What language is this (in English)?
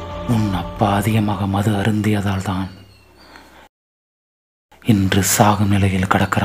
Tamil